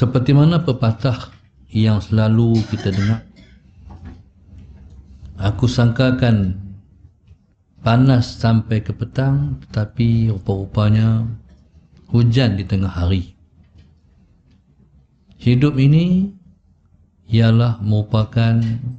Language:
Malay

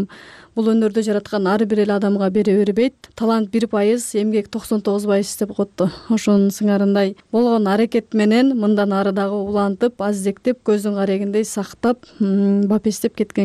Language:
Kyrgyz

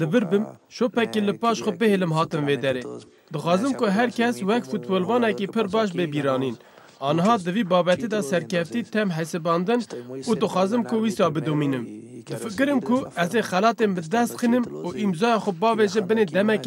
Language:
Kurdish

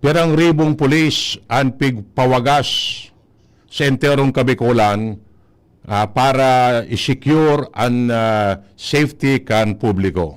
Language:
Bikol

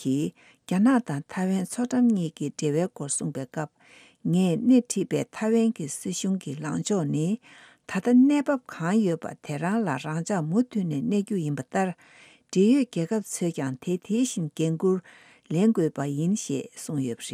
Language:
Tibetan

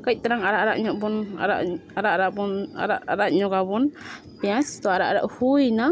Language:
Santali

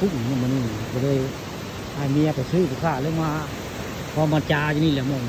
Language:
Northeastern Thai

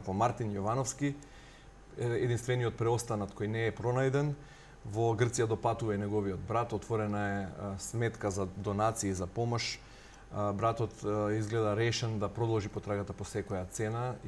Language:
Macedonian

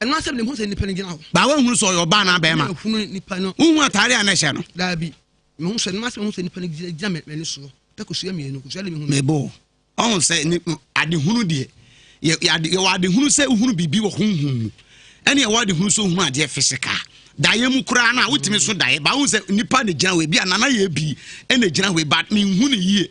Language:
Akan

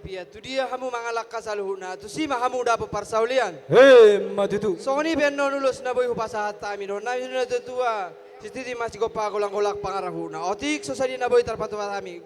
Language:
Batak Toba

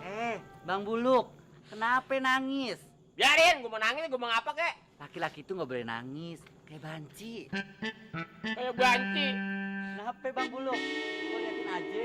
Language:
Betawi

